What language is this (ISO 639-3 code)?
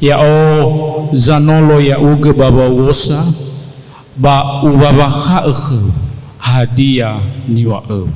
nia